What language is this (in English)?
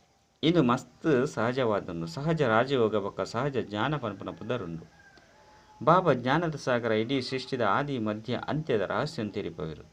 Tulu